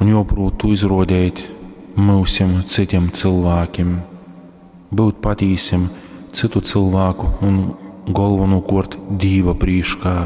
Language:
Latgalian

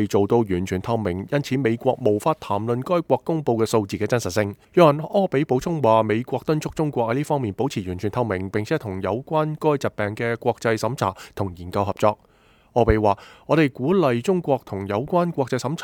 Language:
Cantonese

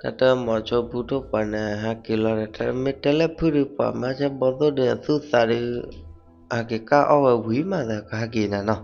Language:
S'gaw Karen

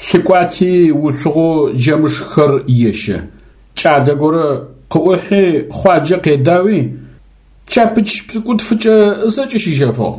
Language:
Adyghe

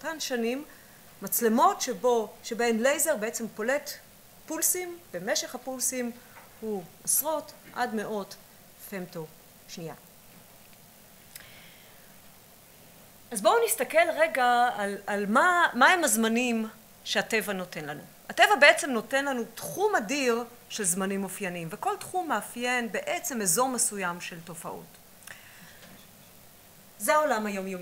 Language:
Hebrew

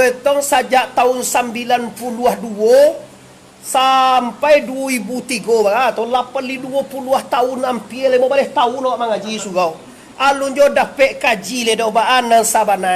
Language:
Minangkabau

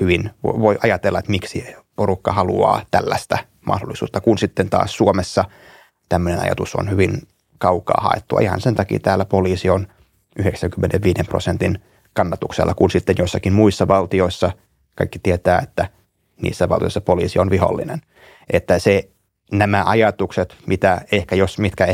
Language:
Finnish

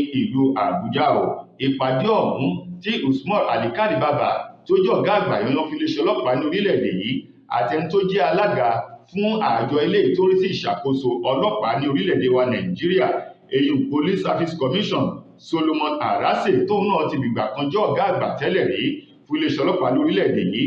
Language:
Yoruba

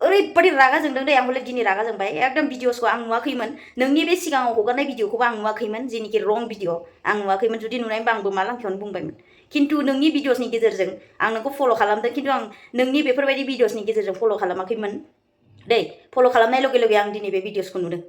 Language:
Bodo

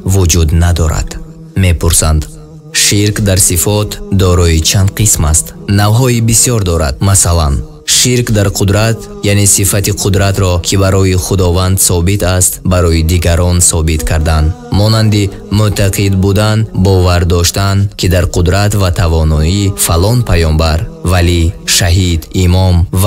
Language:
Tajik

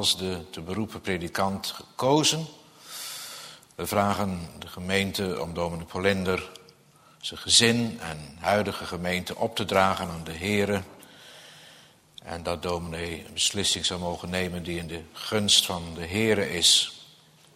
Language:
Dutch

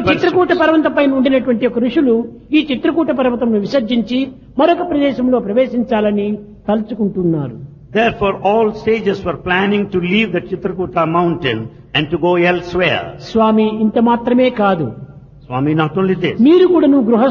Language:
Telugu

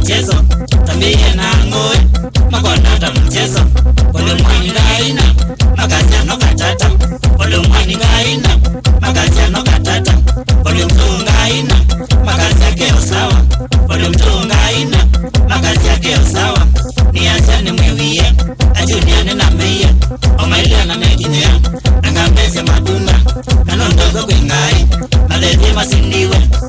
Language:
Kamba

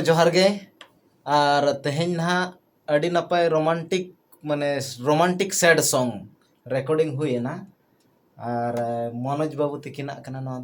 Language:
Santali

